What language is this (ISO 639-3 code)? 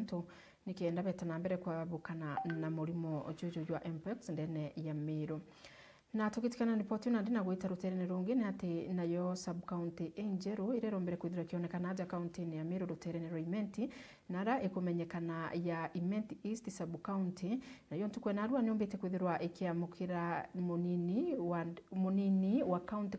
mer